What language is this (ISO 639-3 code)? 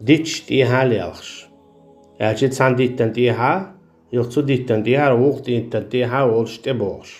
che